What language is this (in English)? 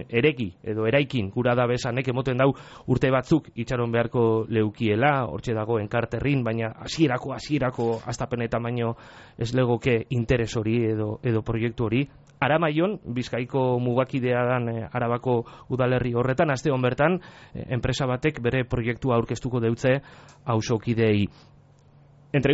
Basque